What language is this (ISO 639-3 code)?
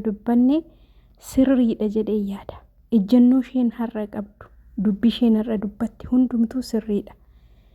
orm